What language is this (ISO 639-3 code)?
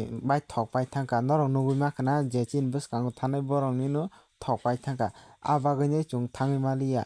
trp